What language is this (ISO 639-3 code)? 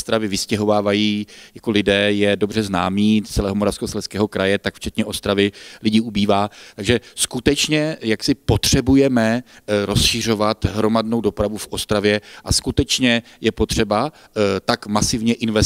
ces